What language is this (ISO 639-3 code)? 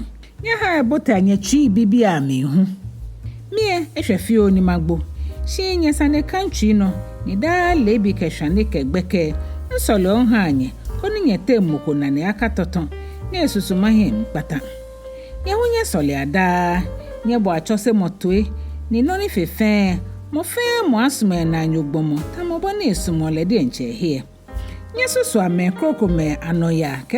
gaa